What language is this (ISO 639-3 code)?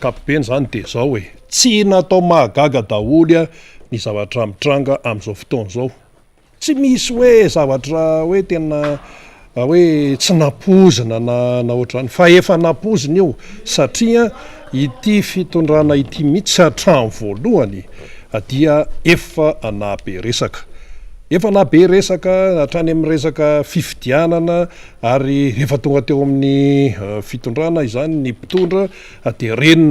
mlg